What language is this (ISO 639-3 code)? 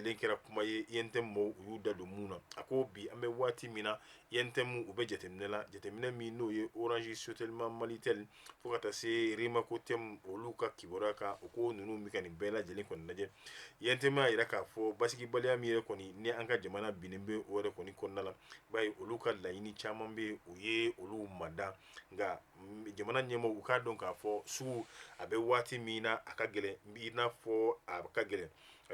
bam